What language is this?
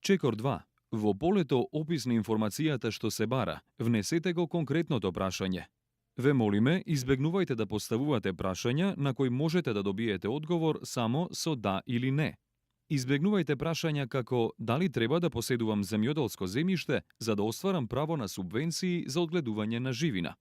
Macedonian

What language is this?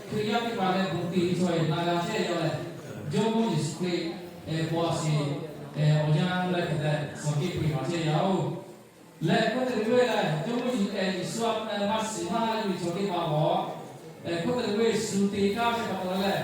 Lahu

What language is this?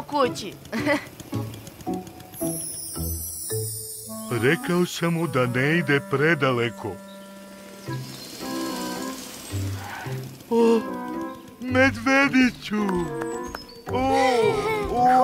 Serbian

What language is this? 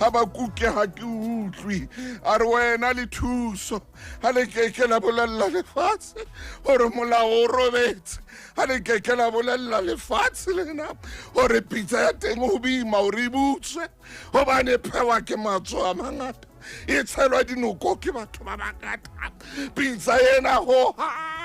Southern Sotho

